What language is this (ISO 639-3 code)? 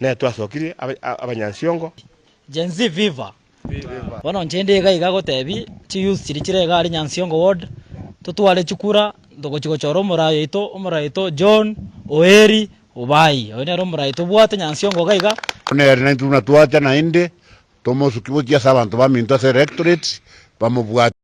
guz